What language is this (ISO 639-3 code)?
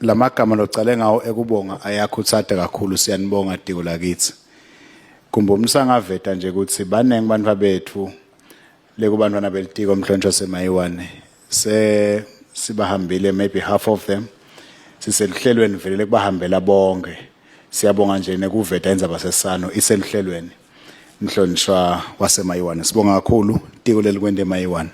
ssw